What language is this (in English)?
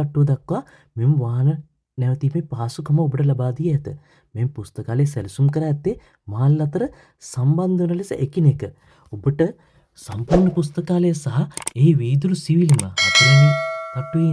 Sinhala